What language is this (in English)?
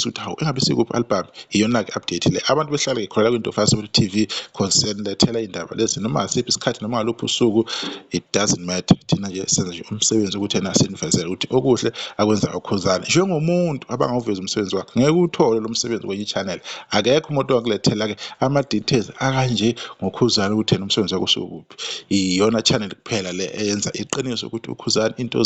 Zulu